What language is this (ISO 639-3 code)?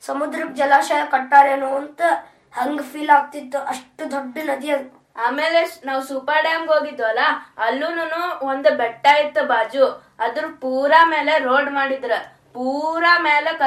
kan